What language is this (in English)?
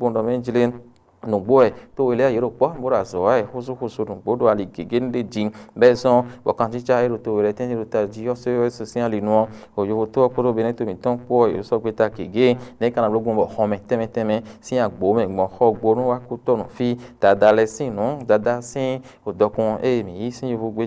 Fon